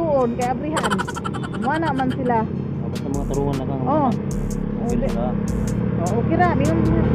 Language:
Cebuano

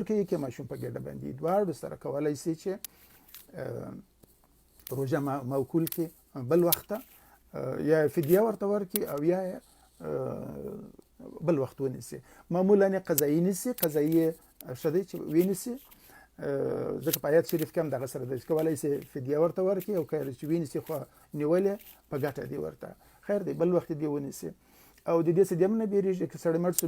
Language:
Pashto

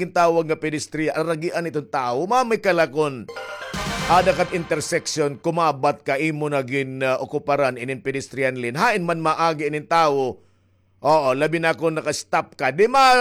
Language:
Waray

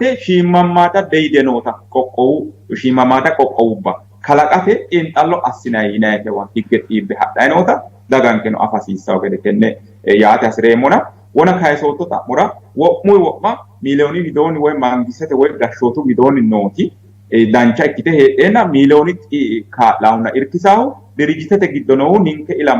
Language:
Sidamo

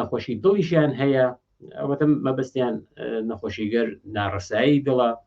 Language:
Central Kurdish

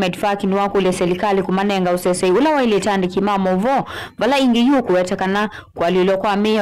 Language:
Kamba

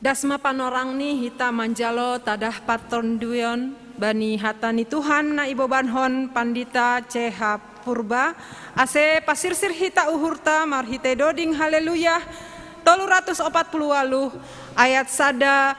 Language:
Batak Simalungun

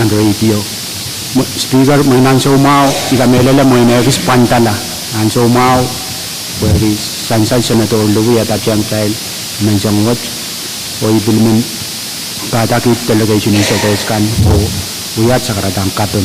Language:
Pohnpeian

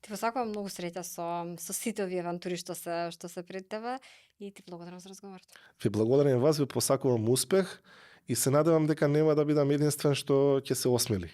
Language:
Macedonian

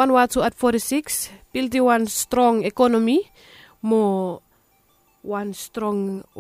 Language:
Bislama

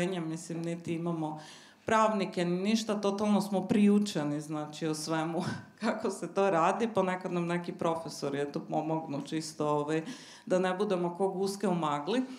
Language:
Serbian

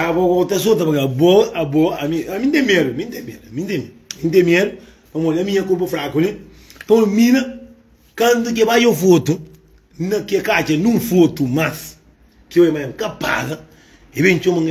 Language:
Kabuverdianu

